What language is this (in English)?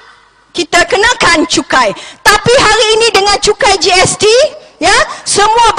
Malay